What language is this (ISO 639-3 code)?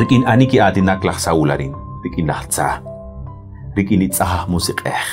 kek